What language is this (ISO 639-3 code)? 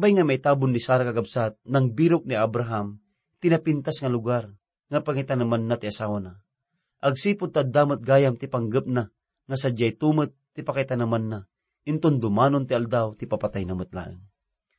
ilo